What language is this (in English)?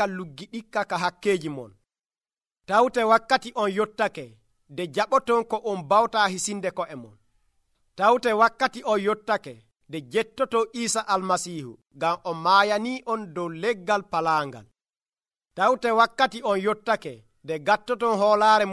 Nigerian Fulfulde